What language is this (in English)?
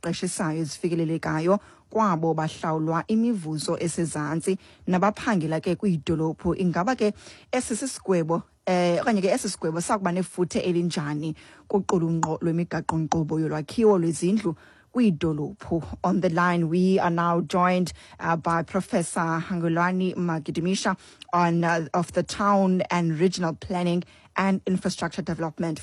Xhosa